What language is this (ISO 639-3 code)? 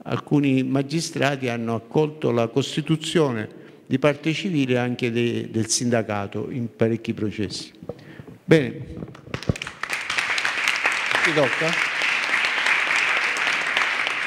ita